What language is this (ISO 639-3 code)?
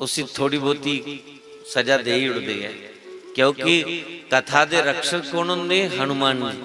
doi